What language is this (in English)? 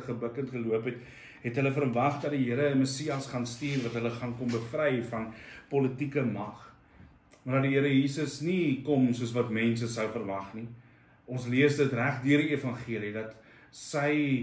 Afrikaans